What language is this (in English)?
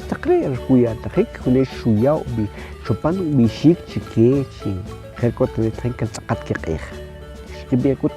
Kʼicheʼ